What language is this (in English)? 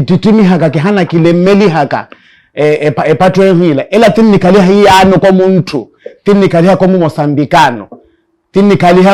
Makhuwa